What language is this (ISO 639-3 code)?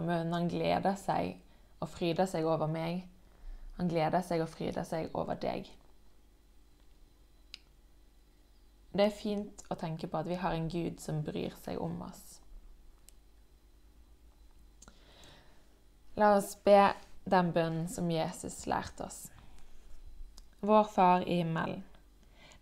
nor